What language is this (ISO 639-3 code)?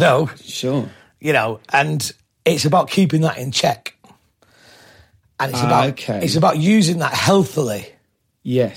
eng